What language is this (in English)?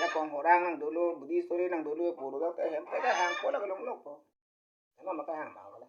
Karbi